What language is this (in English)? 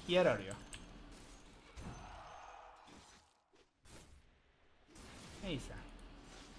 Turkish